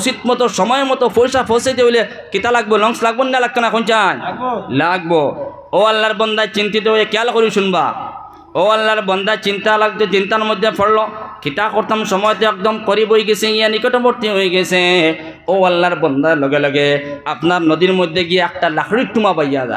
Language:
Sylheti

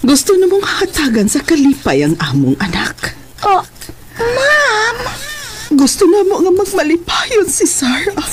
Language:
Cebuano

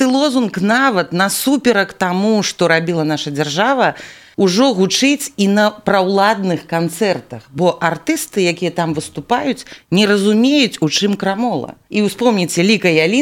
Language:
Belarusian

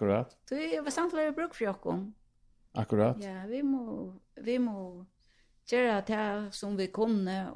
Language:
Faroese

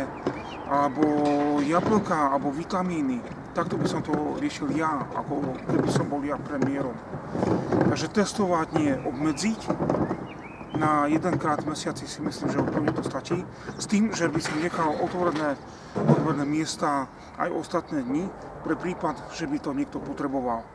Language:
Slovak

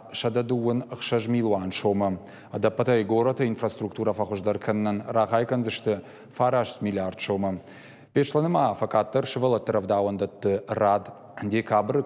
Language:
Ossetic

